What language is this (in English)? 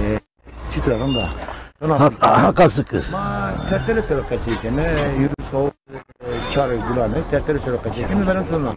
Zaza